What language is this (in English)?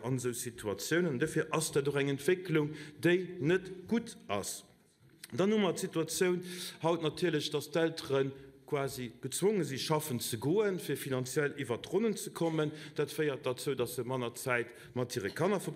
Luxembourgish